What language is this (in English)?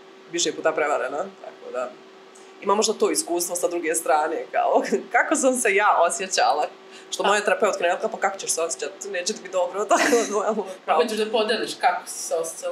Croatian